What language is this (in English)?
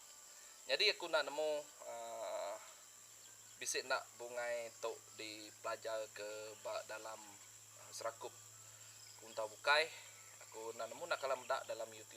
Iban